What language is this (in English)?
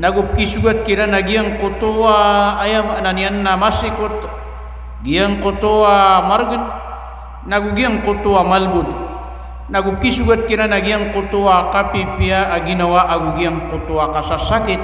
Maranao